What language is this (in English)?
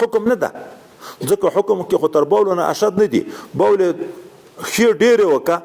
Pashto